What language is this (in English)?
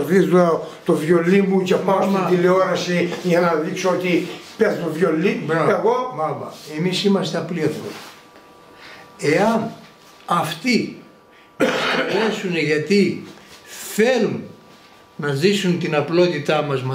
Greek